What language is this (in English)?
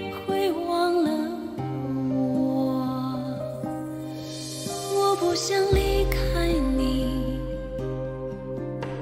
Chinese